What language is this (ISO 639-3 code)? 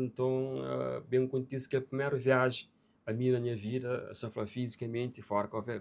kea